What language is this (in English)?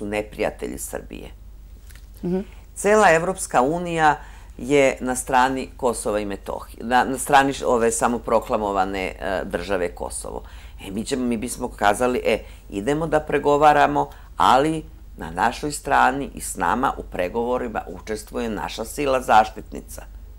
Serbian